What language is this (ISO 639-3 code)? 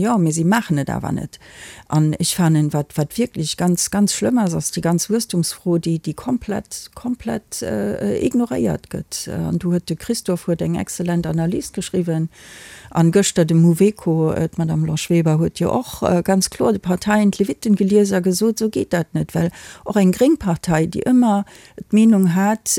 ltz